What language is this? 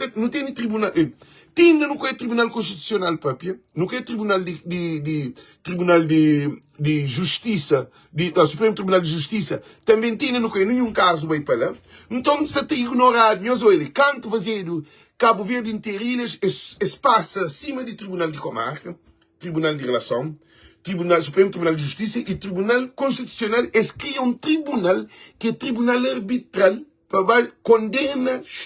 Kabuverdianu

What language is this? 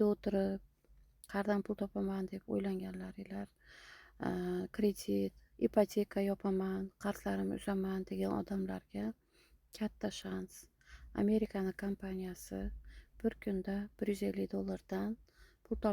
Uzbek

